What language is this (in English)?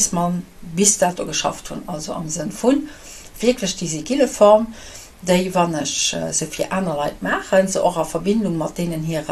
Luxembourgish